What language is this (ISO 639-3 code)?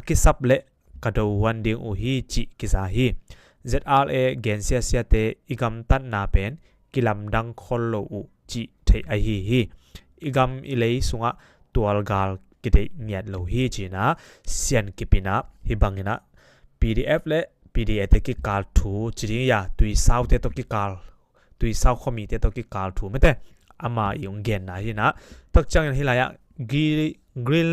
ctd